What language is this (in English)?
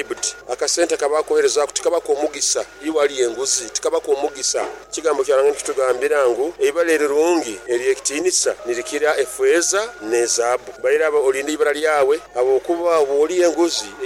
Nyoro